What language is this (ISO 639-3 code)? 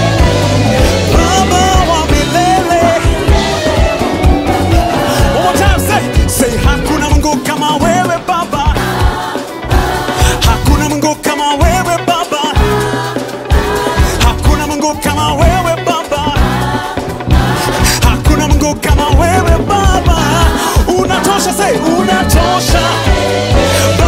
swa